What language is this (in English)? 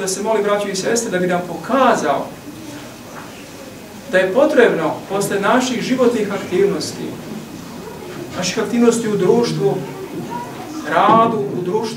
Serbian